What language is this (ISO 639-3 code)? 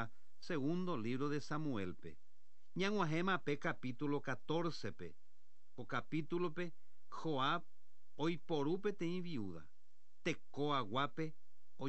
grn